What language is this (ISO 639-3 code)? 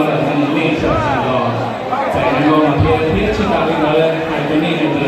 hmn